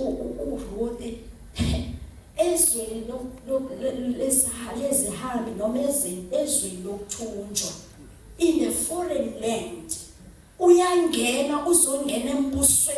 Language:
Zulu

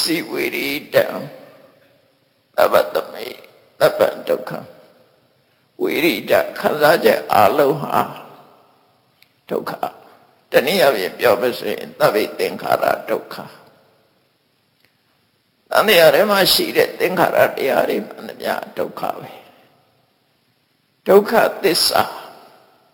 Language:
Burmese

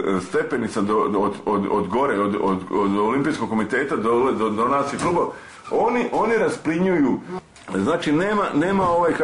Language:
Serbian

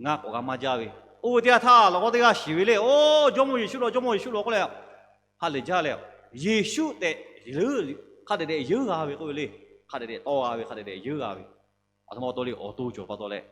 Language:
Lahu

